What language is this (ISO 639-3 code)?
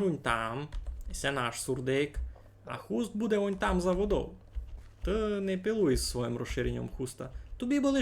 rue